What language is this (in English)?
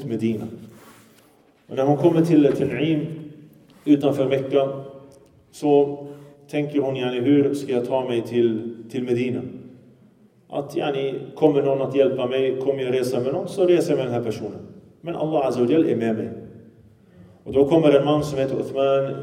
Swedish